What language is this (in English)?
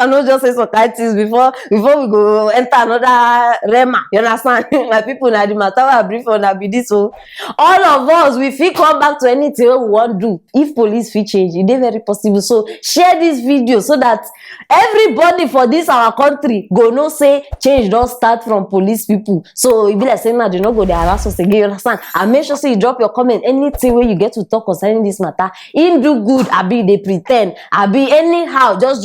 Nigerian Pidgin